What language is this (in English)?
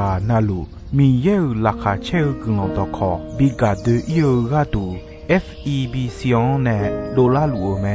Akha